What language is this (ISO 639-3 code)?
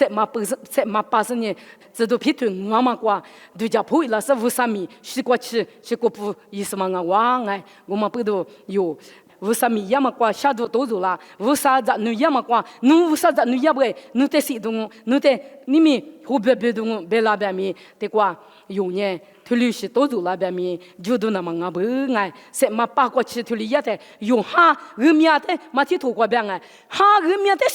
lis